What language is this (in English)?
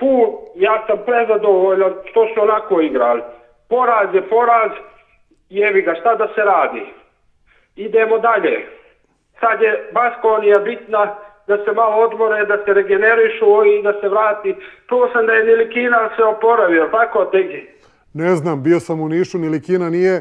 Serbian